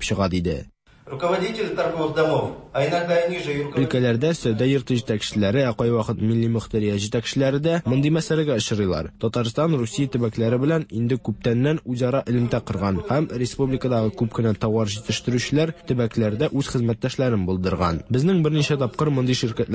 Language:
Tatar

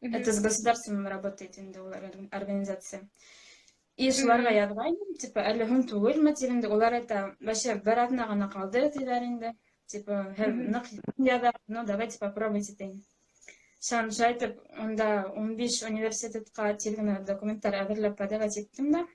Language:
Bashkir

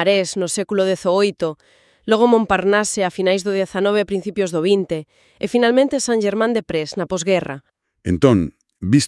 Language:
Galician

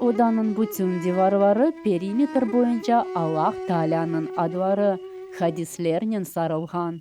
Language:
Crimean Tatar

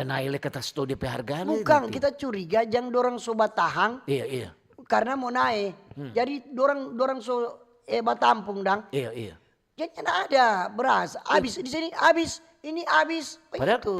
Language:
Manado Malay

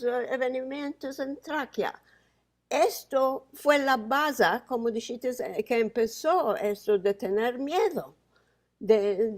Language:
Ladino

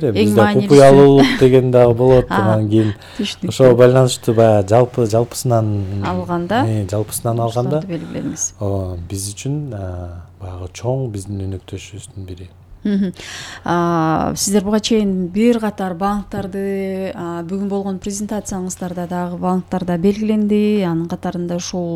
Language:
Kyrgyz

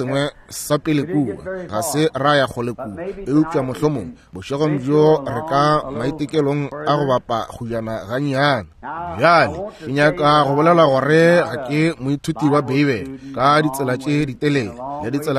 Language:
Northern Sotho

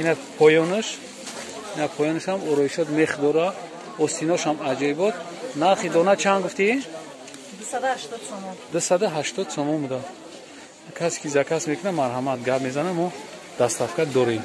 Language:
Tajik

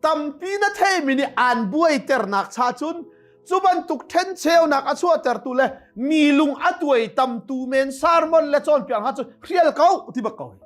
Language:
Hakha Chin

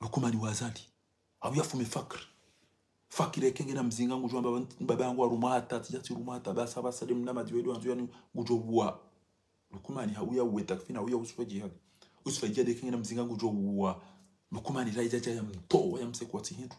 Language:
Ngazidja Comorian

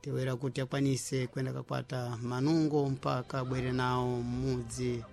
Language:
Sena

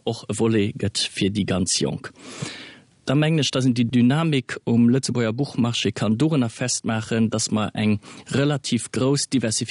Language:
Luxembourgish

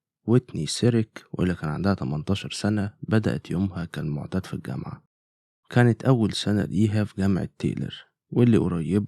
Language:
Egyptian Arabic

